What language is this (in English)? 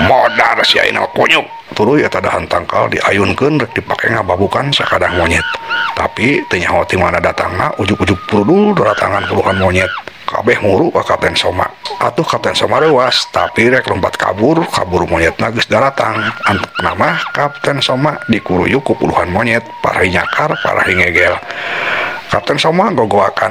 Sundanese